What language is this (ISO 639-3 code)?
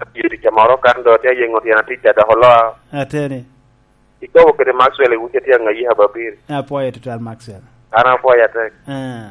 laj